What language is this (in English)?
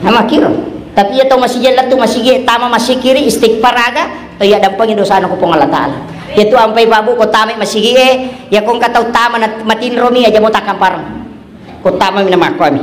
Buginese